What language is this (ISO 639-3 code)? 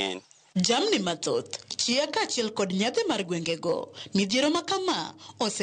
luo